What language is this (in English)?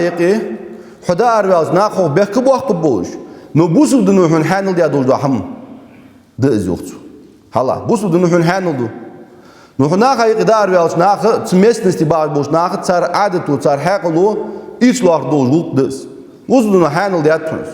Ingush